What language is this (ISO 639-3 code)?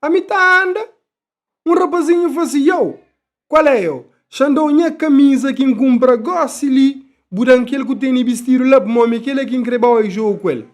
kea